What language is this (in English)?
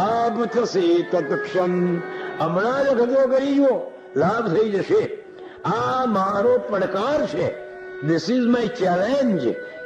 Gujarati